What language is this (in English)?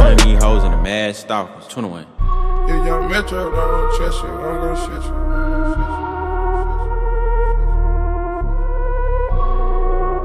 English